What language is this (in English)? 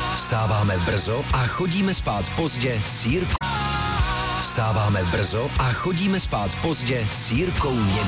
Czech